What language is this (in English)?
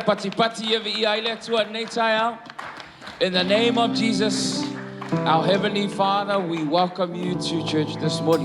Samoan